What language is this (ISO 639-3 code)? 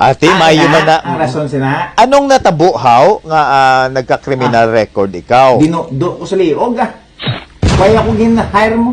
hil